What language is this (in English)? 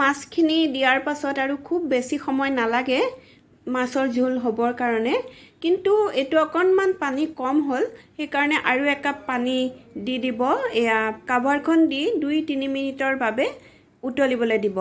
Assamese